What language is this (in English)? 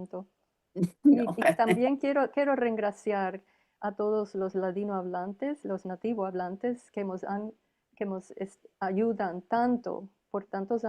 Ladino